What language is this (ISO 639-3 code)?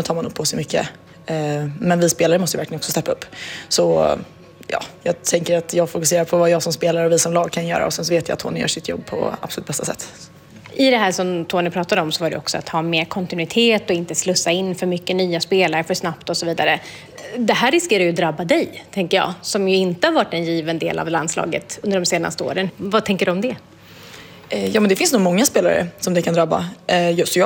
swe